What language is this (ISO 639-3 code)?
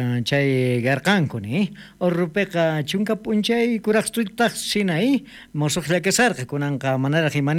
quh